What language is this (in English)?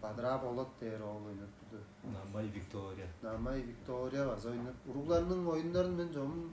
Tuvinian